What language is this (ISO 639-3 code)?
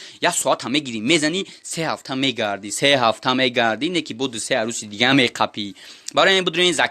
tgk